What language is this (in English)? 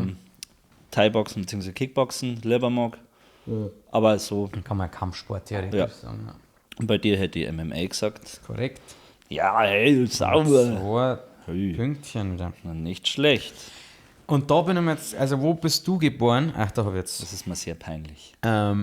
Bavarian